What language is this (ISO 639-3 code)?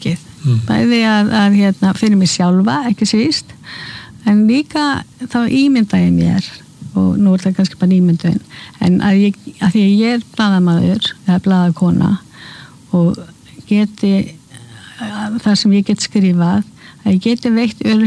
isl